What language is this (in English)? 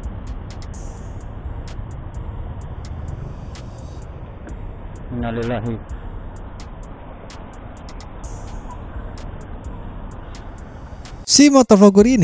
Indonesian